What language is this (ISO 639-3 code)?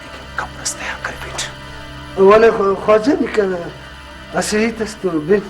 brh